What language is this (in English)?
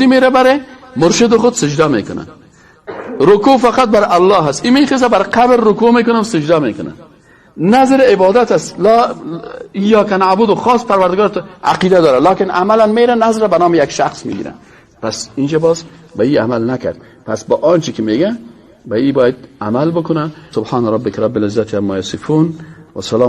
Persian